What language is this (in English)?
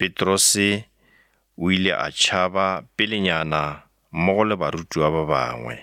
Northern Sotho